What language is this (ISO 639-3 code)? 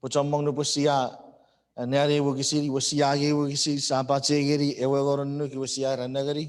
chk